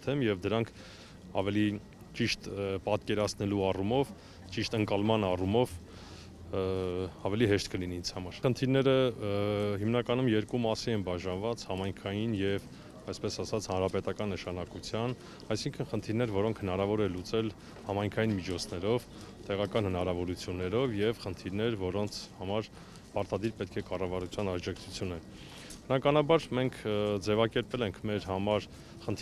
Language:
Armenian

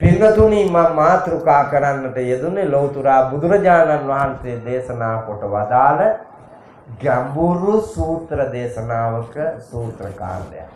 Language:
Sinhala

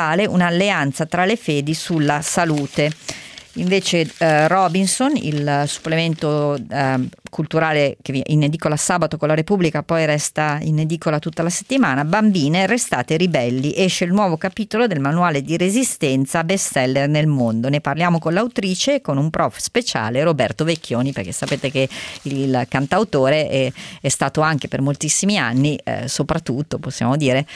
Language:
Italian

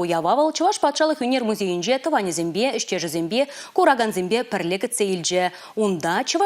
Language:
Chuvash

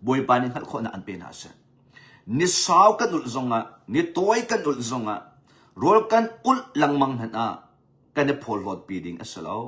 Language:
Hakha Chin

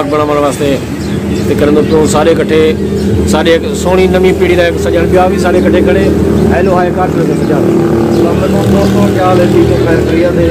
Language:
Saraiki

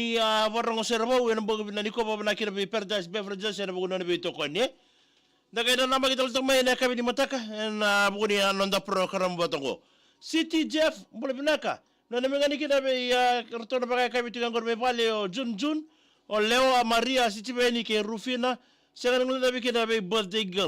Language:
Fijian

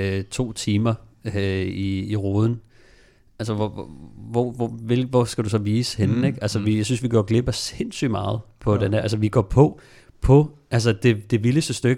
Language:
Danish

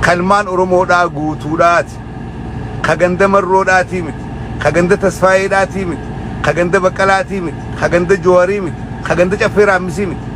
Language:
Oromo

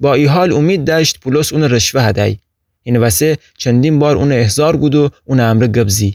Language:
Gilaki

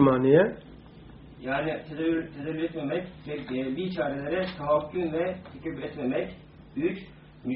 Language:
Turkish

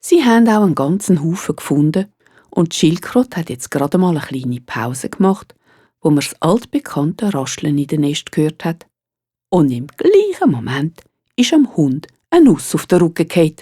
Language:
Swiss German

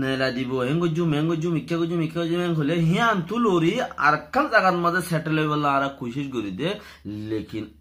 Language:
Rohingya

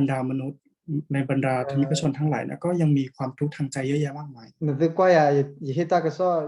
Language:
S'gaw Karen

